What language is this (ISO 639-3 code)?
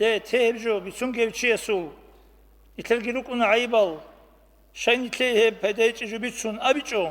ava